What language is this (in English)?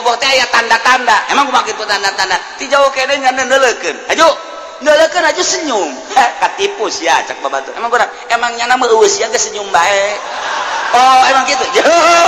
Sundanese